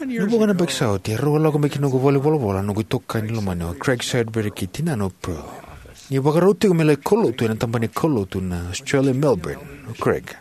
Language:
Fijian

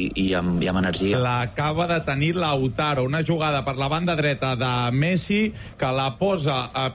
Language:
Catalan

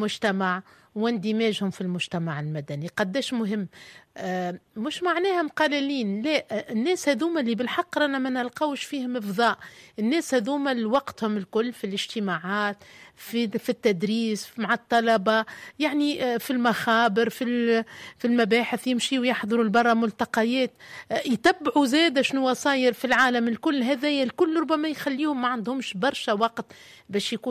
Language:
Tunisian Arabic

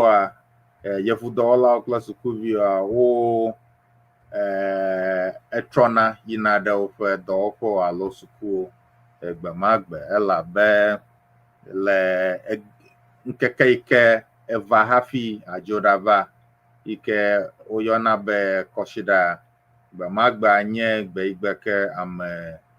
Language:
Ewe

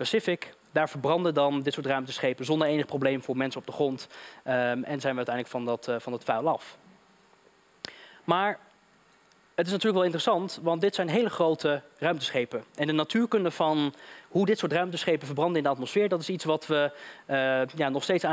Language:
Dutch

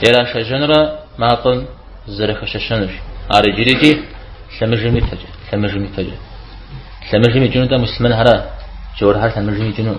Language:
Kabardian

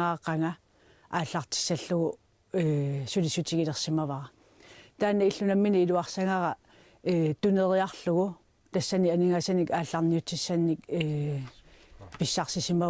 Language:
Kalaallisut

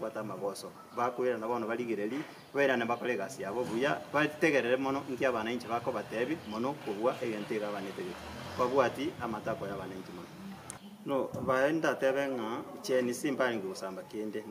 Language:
Gusii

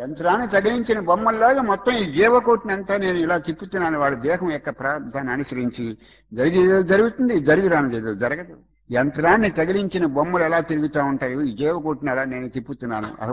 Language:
Telugu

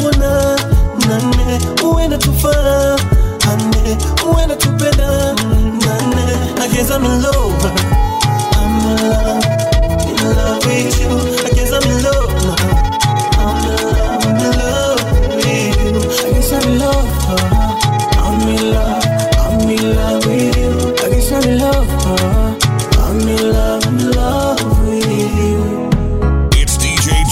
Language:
Swahili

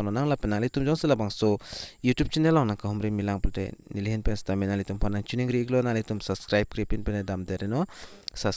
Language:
Karbi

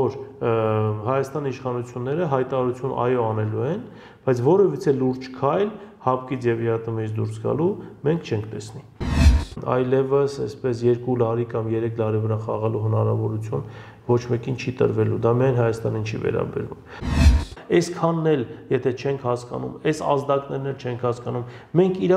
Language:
Armenian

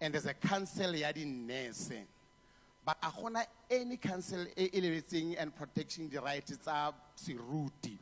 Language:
Tswana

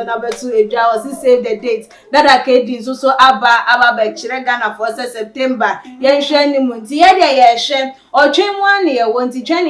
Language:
Akan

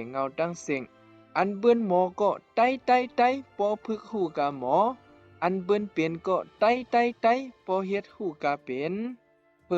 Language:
Shan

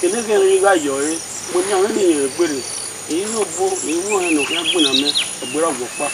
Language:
Bini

